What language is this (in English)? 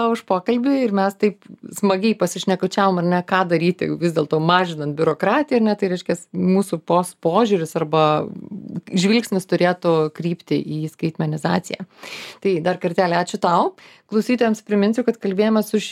Lithuanian